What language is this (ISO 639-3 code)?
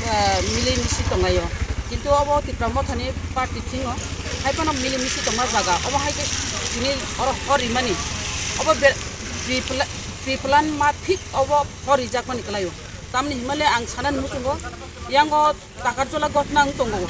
trp